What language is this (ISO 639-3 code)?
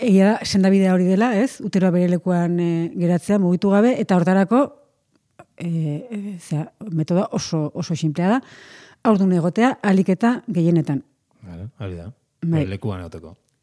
eus